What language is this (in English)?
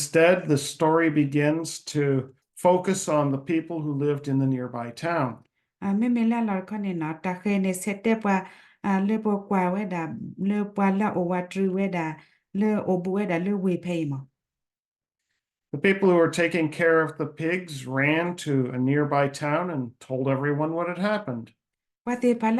S'gaw Karen